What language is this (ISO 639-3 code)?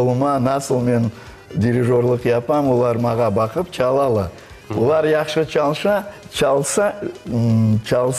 crh